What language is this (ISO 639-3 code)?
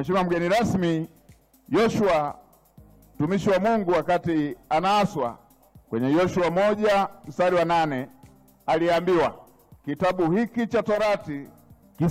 swa